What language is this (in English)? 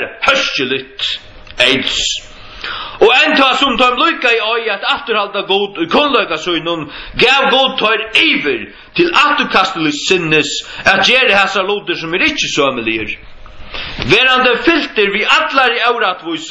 Faroese